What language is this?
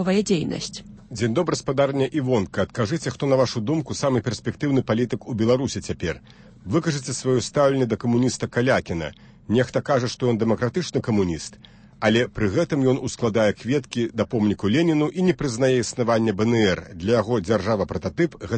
Belarusian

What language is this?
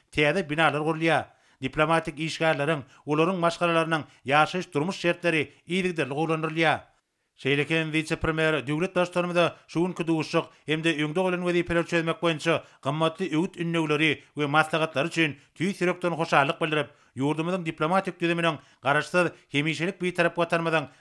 Turkmen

